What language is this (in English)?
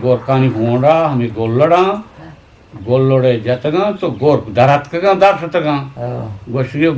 Eastern Balochi